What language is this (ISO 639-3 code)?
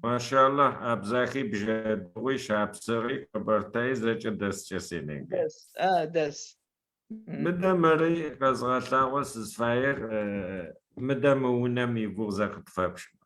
ady